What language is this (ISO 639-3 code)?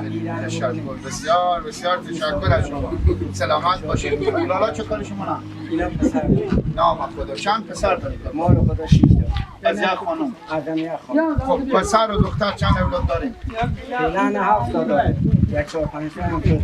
fas